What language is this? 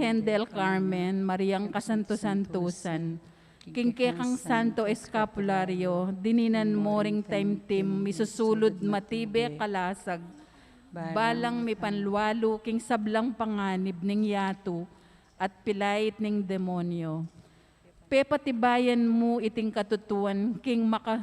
Pampanga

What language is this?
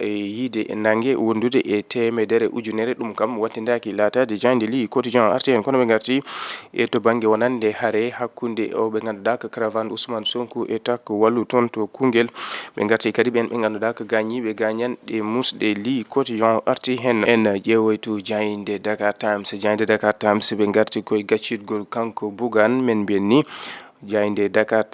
Fula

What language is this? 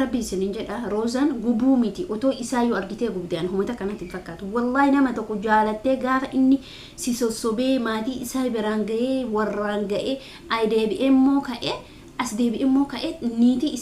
Oromo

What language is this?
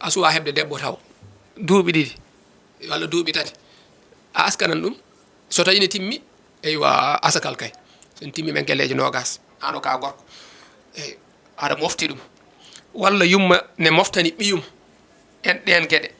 Fula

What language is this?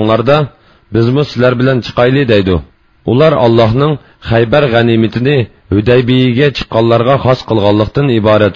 Uyghur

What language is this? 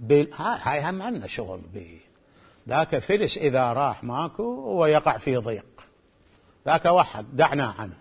Mesopotamian Arabic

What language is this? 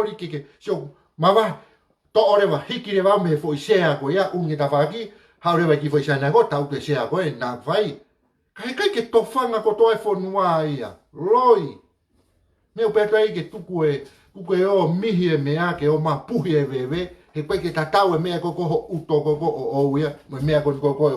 Tongan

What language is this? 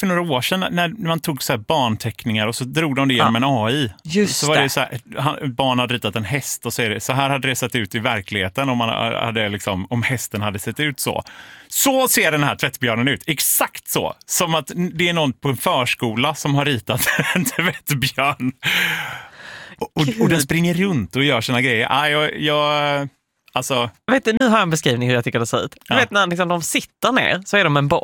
Swedish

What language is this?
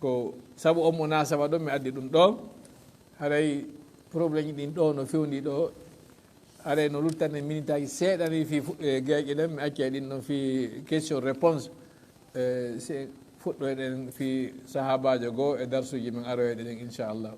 Fula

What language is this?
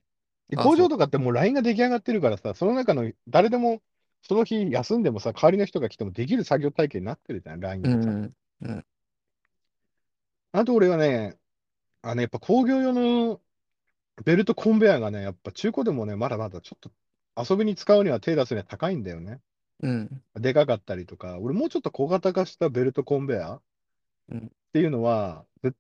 Japanese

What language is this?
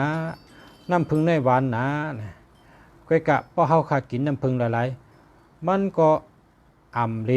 Shan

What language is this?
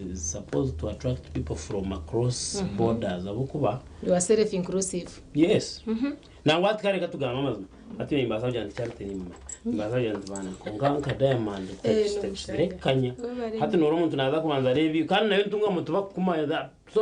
Nyankole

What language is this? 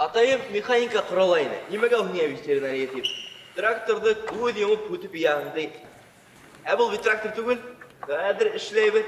Bashkir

